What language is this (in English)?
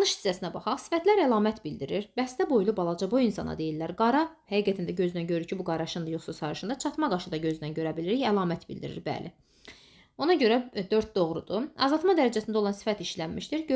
Azerbaijani